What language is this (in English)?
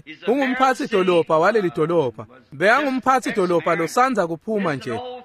Swati